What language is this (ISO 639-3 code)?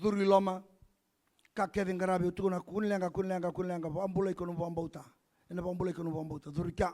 fij